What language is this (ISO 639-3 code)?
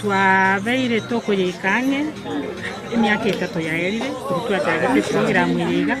guz